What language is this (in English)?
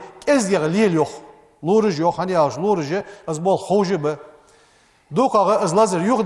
Ingush